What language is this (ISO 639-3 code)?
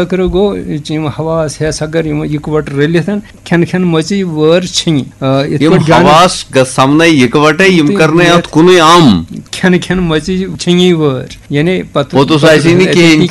kas